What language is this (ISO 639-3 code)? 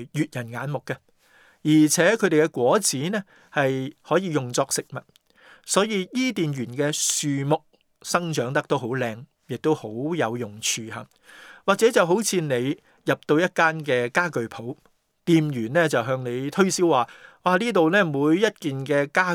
yue